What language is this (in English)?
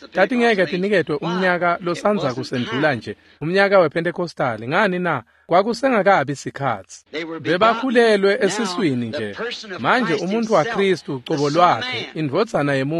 Swati